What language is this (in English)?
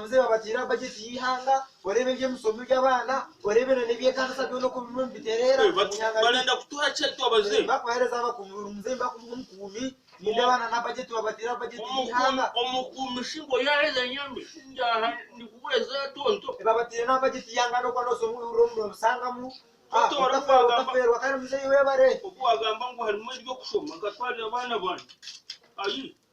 Nyankole